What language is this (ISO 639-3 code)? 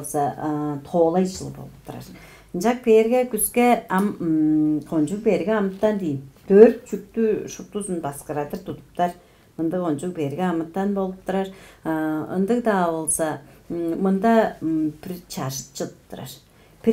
tyv